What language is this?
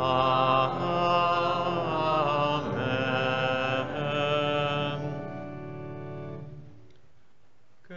Hungarian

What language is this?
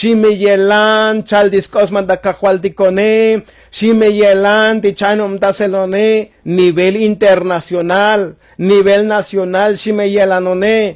Tzotzil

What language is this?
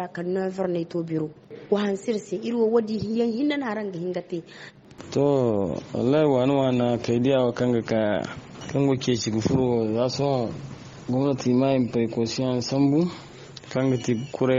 Zarma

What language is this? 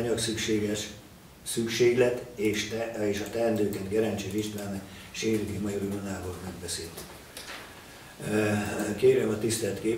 Hungarian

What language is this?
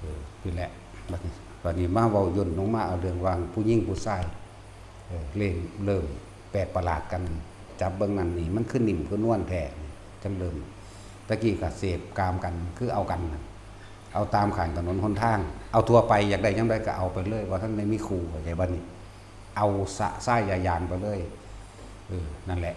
Northeastern Thai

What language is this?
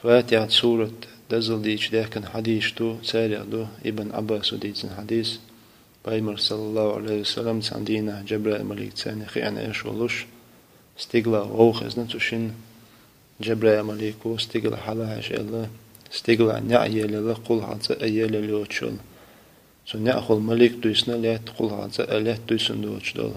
Chechen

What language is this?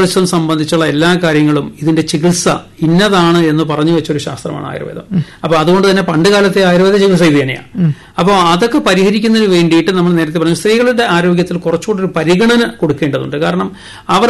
Malayalam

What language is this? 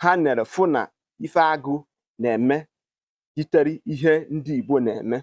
Igbo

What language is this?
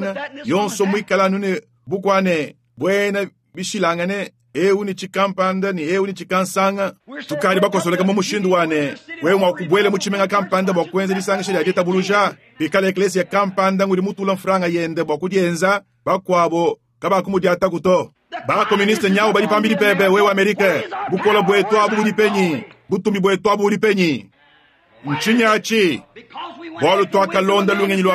Luba-Lulua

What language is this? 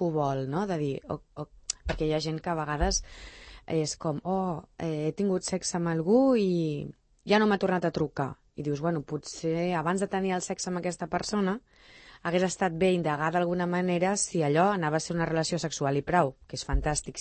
Catalan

